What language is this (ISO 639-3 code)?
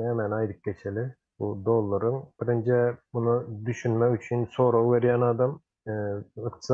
tuk